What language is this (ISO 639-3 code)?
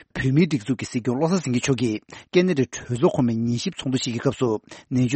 bod